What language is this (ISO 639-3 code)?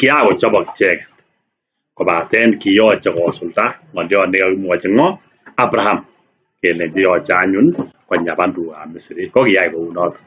kln